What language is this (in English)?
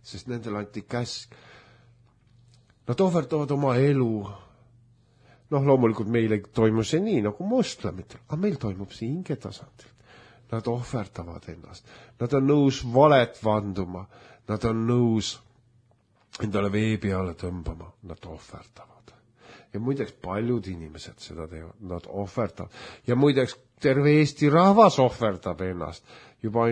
Estonian